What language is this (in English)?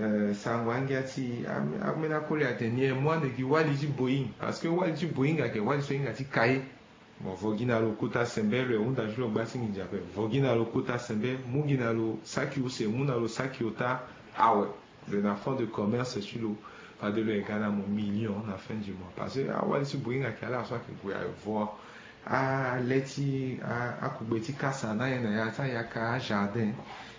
Sango